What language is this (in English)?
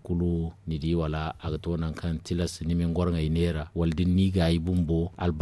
Zarma